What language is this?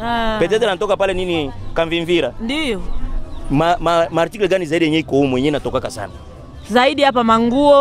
Swahili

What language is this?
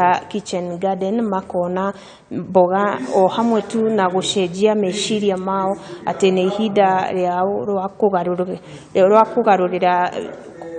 Kikuyu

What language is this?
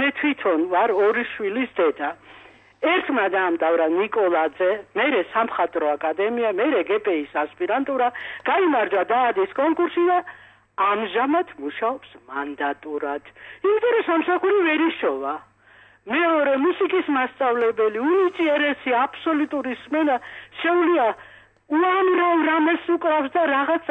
Georgian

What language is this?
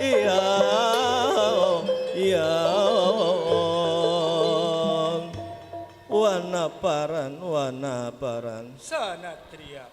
Banjar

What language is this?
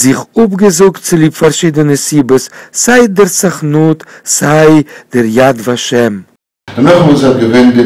Yiddish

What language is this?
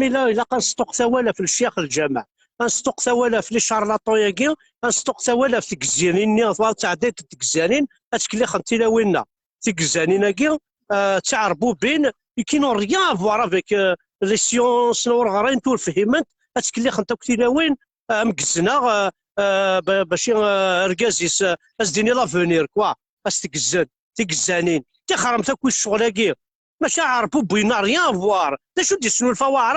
Kabyle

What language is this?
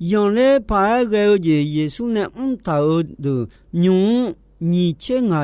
Akha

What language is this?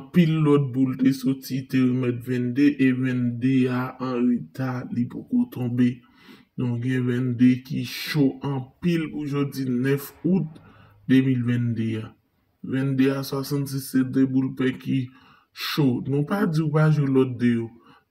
Haitian Creole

